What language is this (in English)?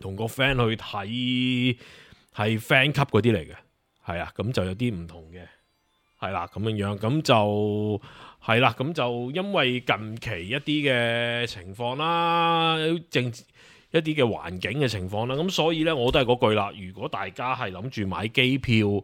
Cantonese